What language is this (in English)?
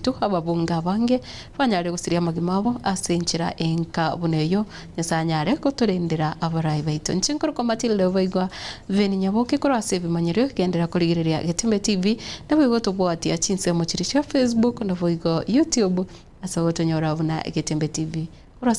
Gusii